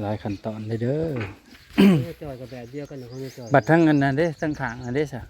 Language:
Northeastern Thai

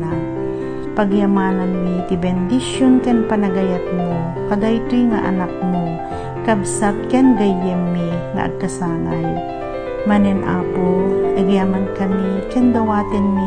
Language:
Iloko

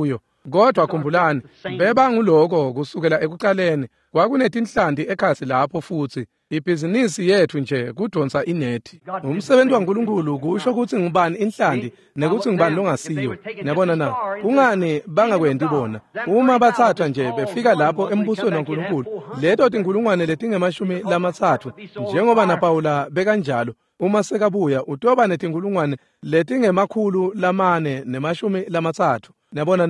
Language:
Swati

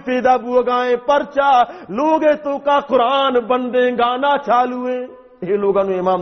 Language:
Baluchi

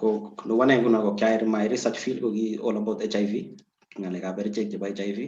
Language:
Kalenjin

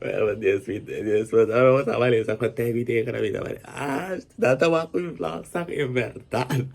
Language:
Papiamento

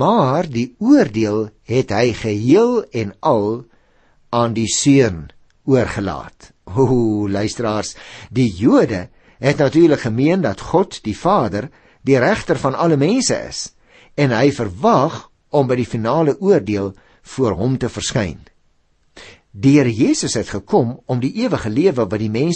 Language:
Afrikaans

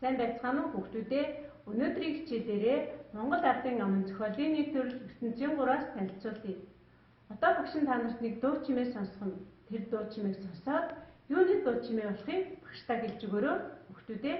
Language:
Mongolian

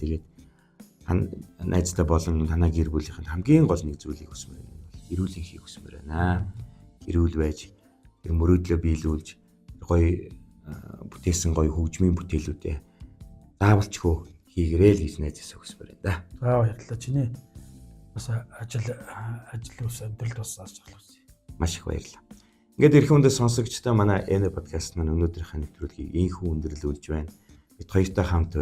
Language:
Mongolian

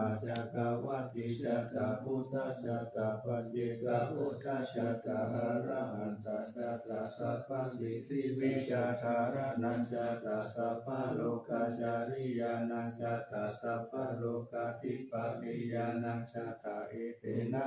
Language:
Pali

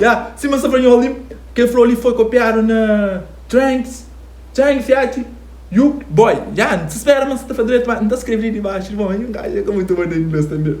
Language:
Kabuverdianu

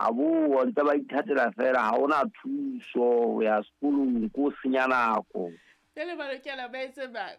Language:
Southern Sotho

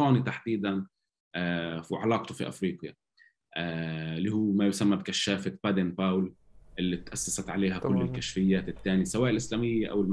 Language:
North Levantine Arabic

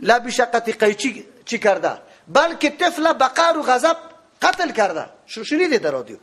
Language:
Persian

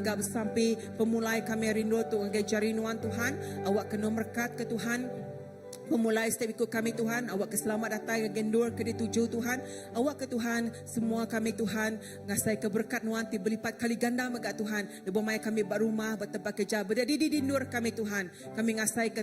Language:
Iban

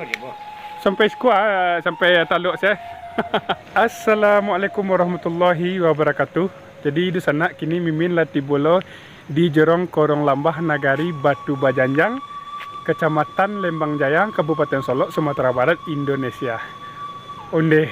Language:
Minangkabau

